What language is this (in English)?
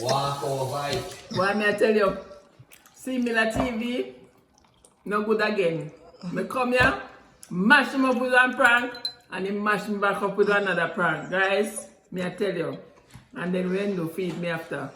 Jamaican Creole English